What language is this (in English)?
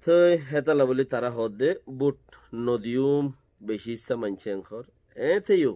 Rohingya